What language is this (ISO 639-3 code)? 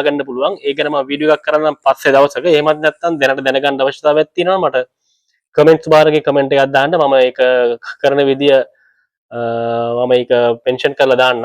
sin